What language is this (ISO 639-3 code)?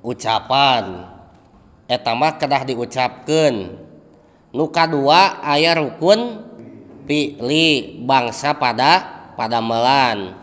sun